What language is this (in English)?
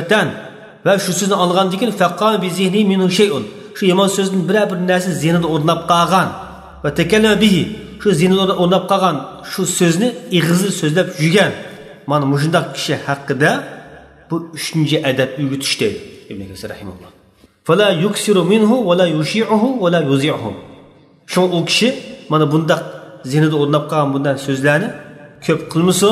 Uyghur